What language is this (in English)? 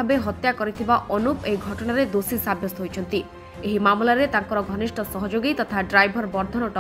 Odia